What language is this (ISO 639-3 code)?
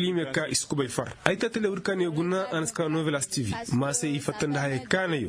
ses